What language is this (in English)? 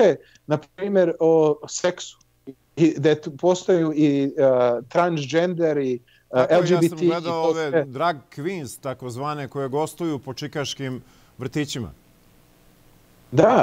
Serbian